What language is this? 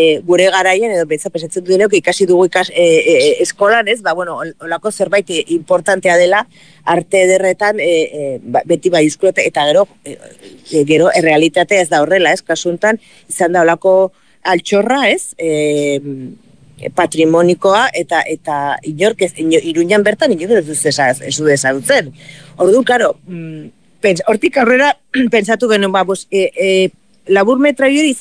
Basque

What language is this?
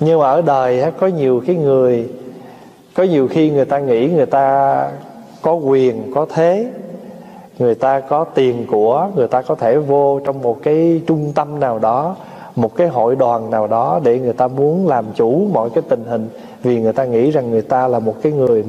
Vietnamese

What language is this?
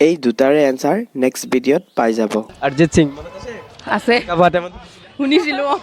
Assamese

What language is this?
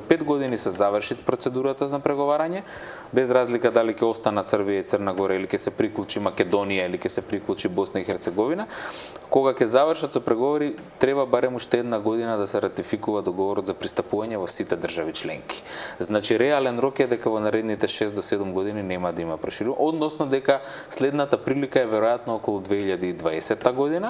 Macedonian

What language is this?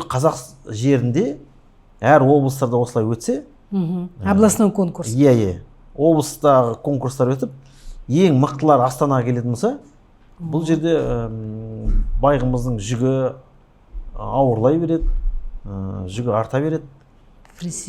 Kazakh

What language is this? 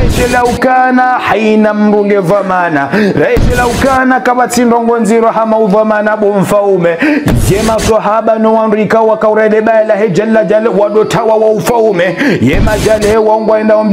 Ngazidja Comorian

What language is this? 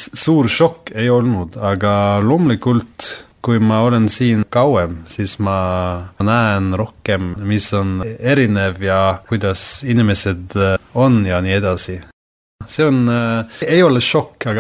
Estonian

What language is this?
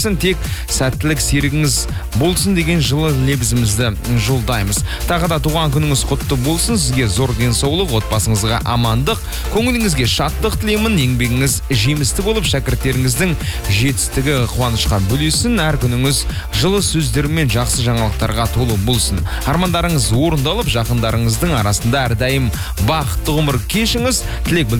Kazakh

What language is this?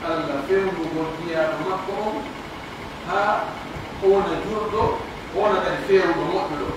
Pular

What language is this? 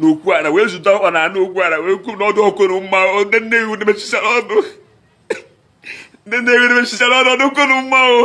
Igbo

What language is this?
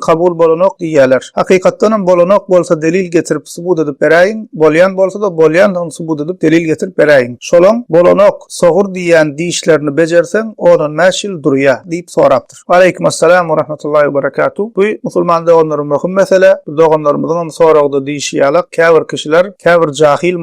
Turkmen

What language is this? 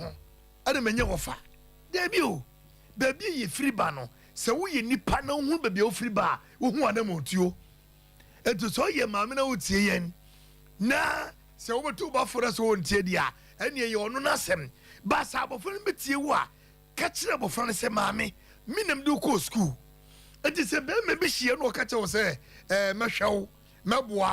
Akan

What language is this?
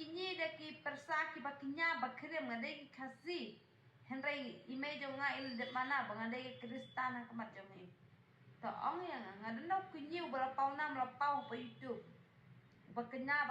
Khasi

